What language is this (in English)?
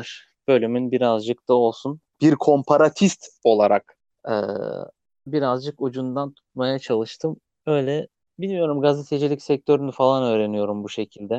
Turkish